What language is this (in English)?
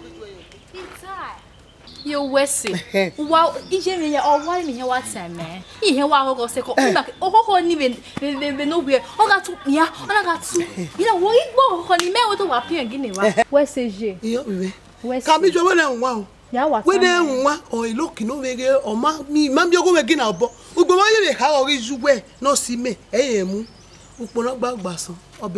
Bini